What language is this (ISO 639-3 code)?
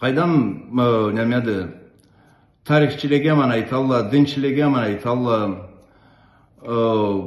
krc